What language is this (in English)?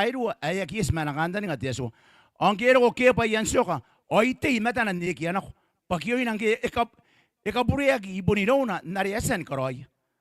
Gilbertese